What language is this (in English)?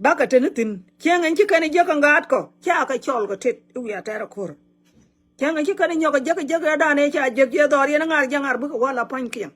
Nuer